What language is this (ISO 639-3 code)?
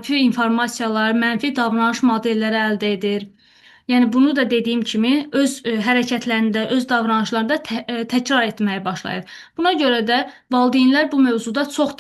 aze